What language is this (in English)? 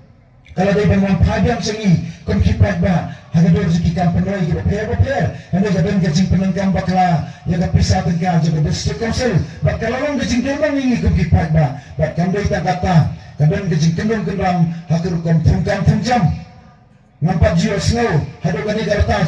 Khasi